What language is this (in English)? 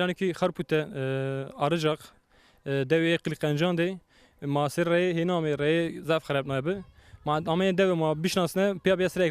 Zaza